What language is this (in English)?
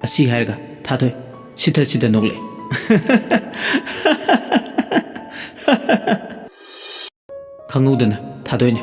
Manipuri